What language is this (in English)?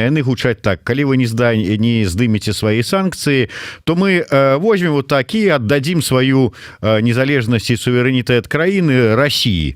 Belarusian